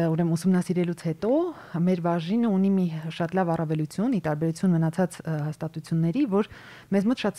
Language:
Armenian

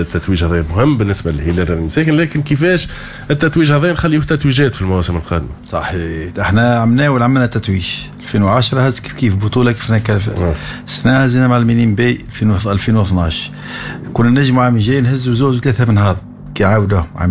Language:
Tunisian Arabic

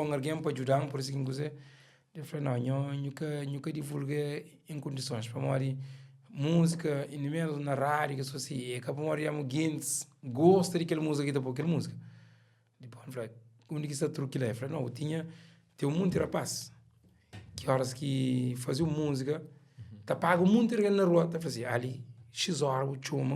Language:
Kabuverdianu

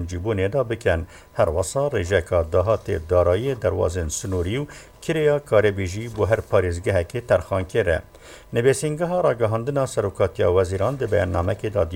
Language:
Kurdish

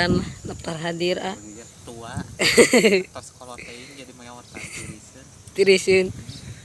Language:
Sundanese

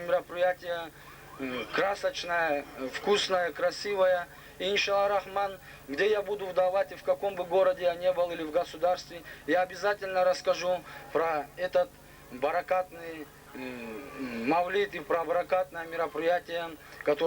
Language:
Kumyk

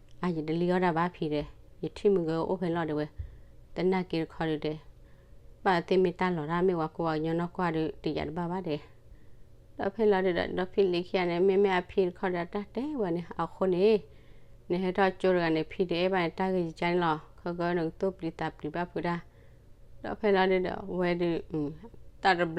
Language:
S'gaw Karen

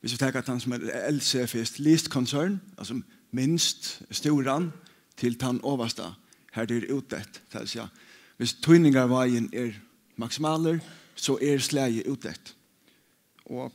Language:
Faroese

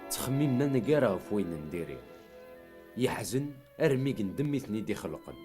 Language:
Kabyle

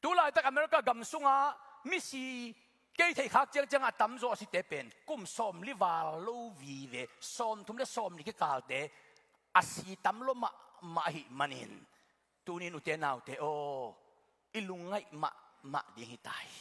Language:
Tedim Chin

